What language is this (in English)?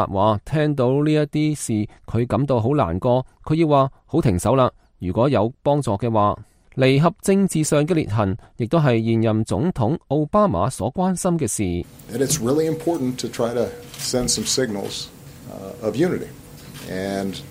Cantonese